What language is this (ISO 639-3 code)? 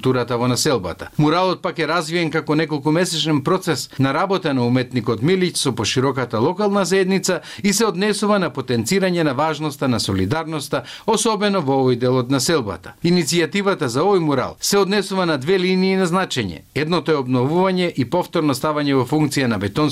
mkd